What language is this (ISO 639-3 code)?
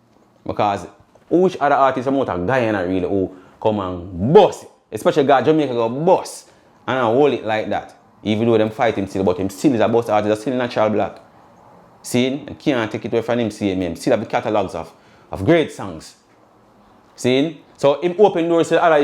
jam